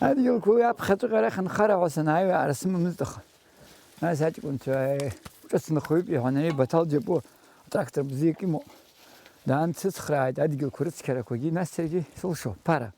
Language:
Abkhazian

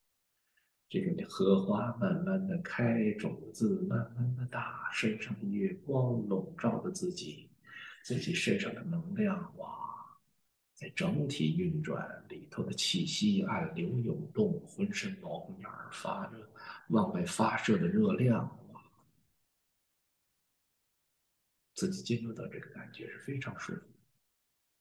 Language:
Chinese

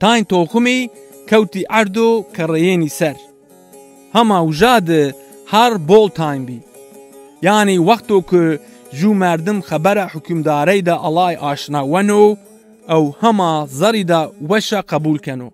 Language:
Zaza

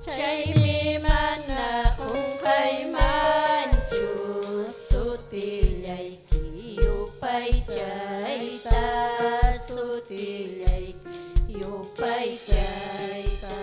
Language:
Ayacucho Quechua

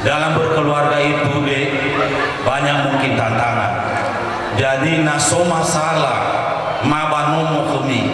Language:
Nias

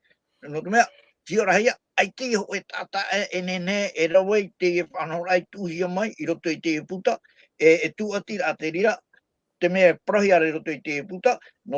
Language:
Tahitian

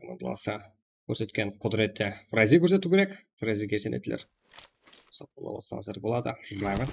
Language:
Kara-Kalpak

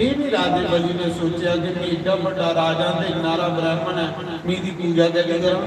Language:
Dogri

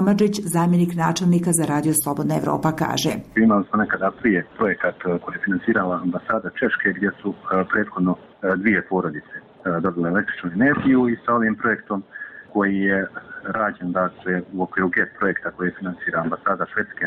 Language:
Bosnian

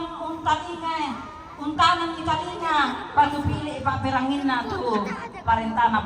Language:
Toraja-Sa'dan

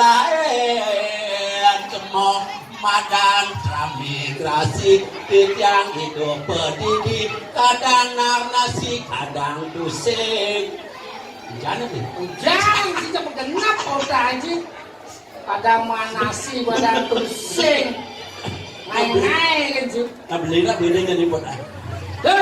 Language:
Balinese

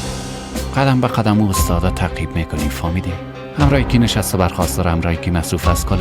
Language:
Persian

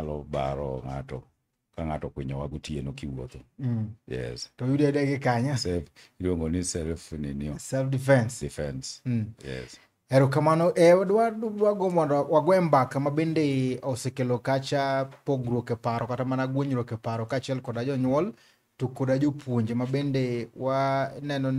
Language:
Luo (Kenya and Tanzania)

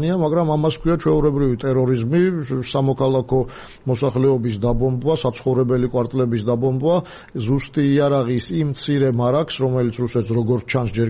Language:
Georgian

